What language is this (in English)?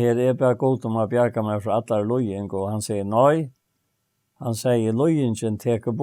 Faroese